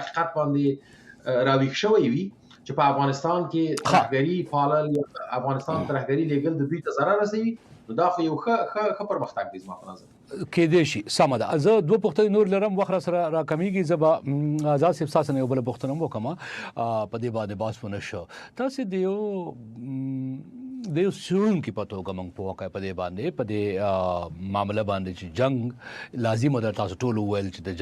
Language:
Pashto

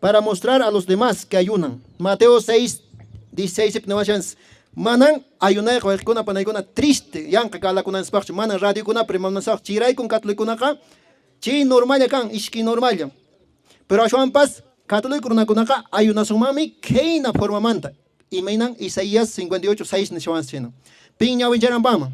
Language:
Quechua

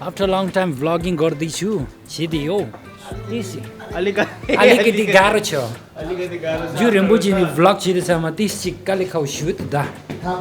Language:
Tibetan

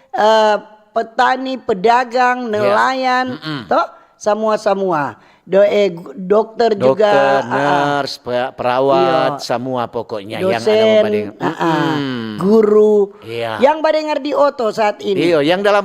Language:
Manado Malay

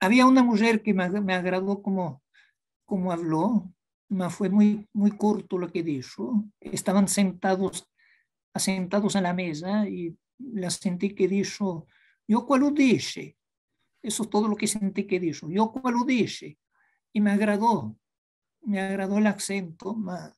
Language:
Ladino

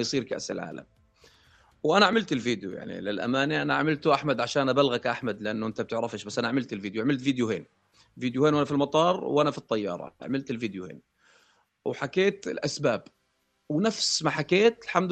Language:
North Levantine Arabic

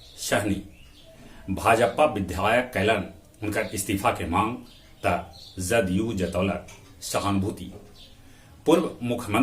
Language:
Magahi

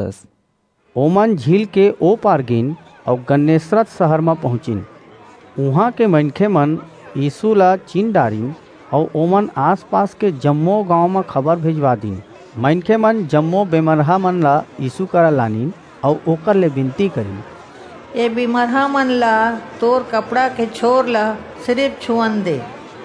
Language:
Chhattisgarhi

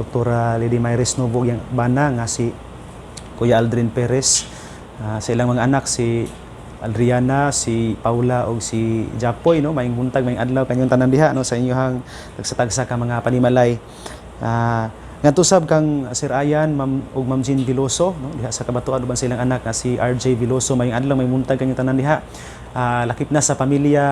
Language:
Cebuano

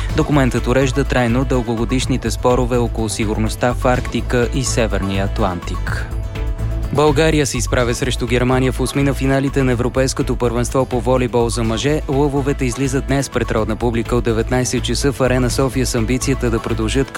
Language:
Bulgarian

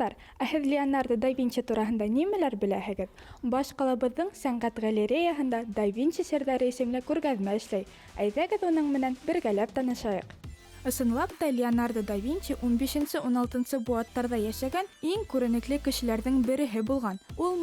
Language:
Bashkir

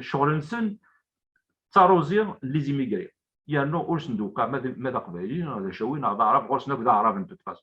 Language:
Kabyle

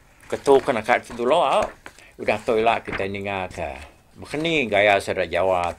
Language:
Iban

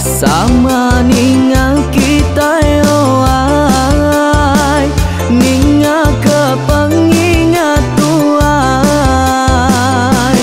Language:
Iban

